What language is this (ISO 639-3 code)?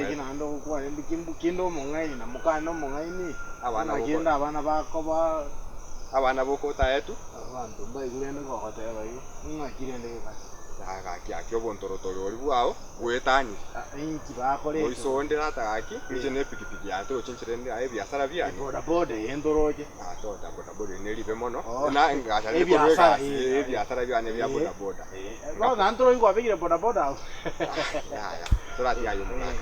guz